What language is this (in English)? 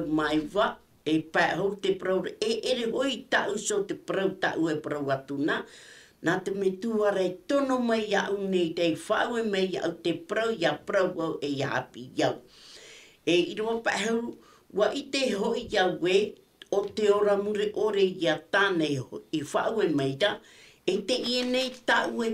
Tahitian